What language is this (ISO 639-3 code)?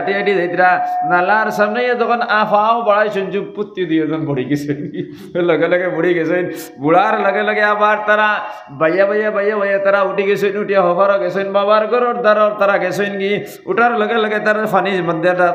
syl